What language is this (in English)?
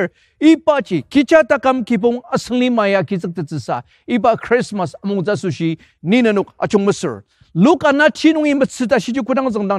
Ao Naga